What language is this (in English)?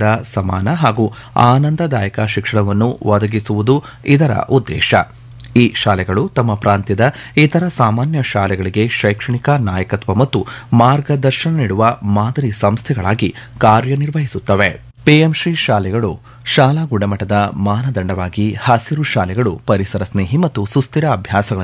Kannada